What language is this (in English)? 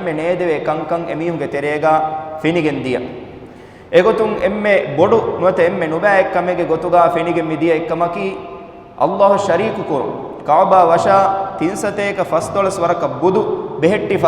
Divehi